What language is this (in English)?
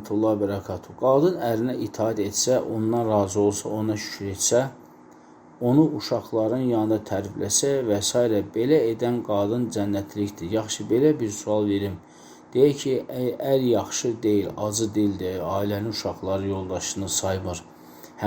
Azerbaijani